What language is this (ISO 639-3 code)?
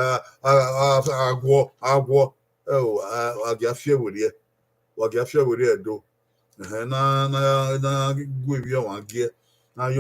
bin